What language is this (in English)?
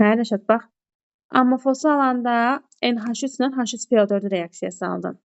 Azerbaijani